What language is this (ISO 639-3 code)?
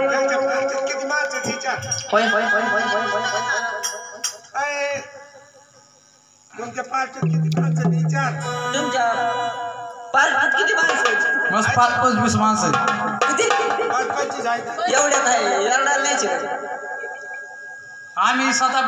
mar